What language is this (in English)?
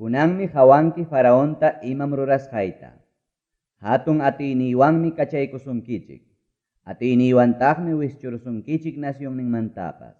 Ayacucho Quechua